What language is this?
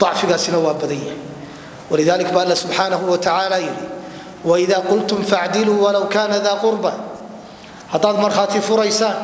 Somali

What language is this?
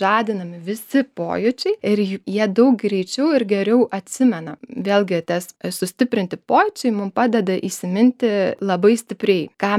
Lithuanian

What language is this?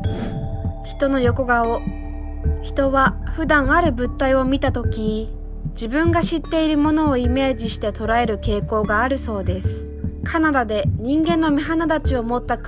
Japanese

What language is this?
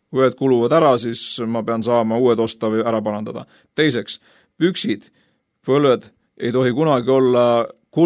Estonian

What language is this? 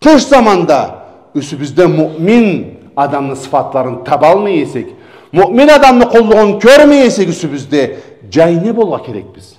Karachay-Balkar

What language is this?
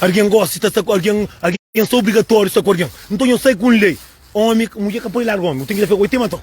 Kabuverdianu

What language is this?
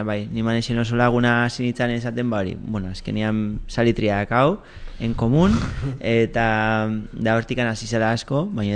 Basque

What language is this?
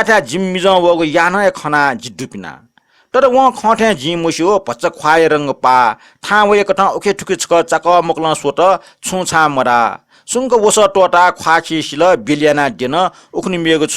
Newari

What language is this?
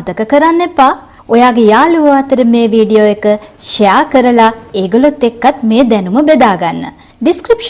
Sinhala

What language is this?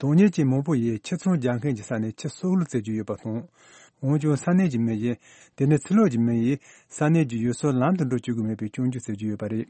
Tibetan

